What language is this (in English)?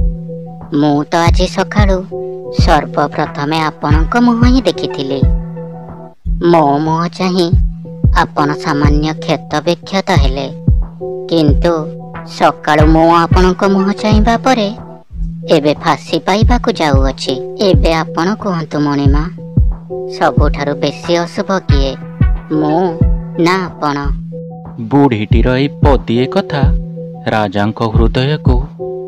Odia